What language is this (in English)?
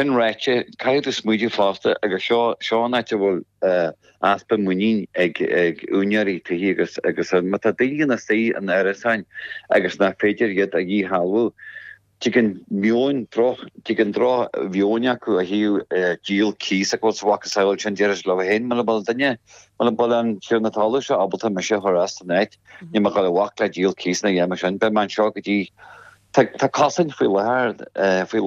Irish